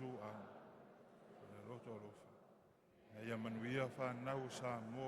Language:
Samoan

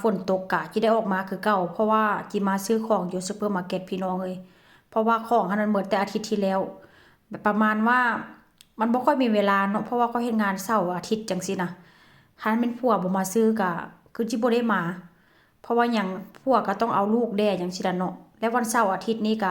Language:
Northeastern Thai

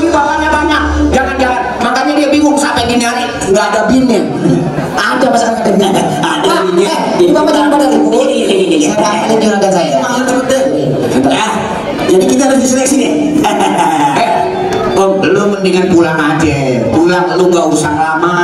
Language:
Betawi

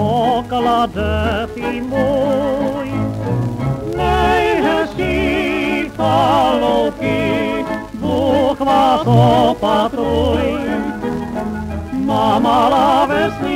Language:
Czech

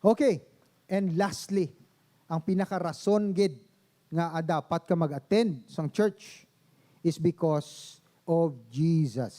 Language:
Hiligaynon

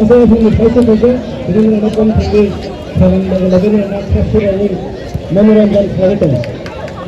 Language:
Kok Borok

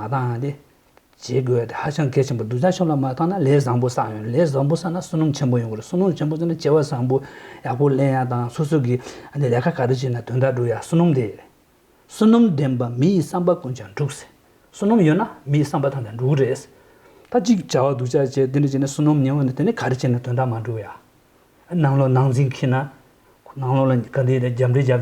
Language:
Tuvinian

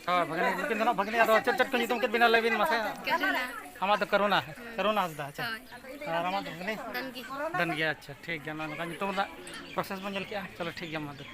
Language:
Santali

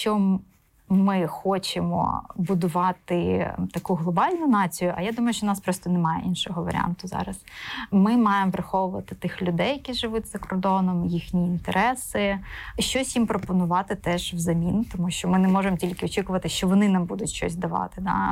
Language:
Ukrainian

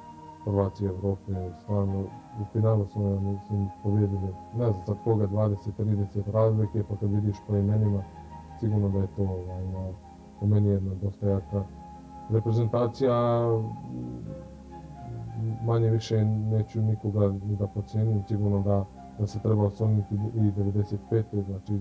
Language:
Serbian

